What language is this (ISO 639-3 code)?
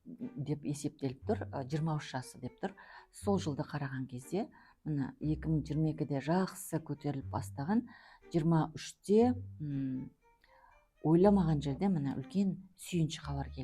kaz